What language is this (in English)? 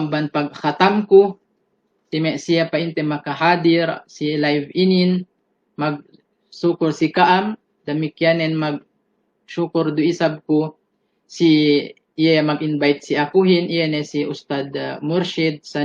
Yakan